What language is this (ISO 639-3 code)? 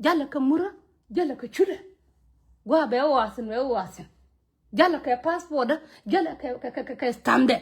nus